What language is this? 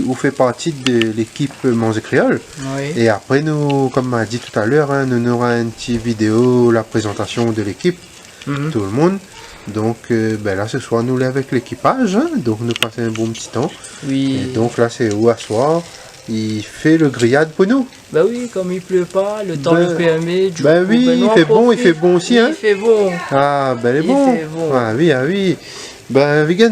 Réunion Creole French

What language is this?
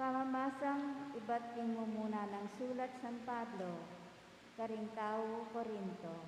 Pampanga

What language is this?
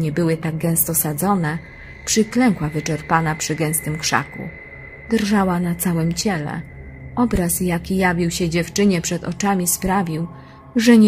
Polish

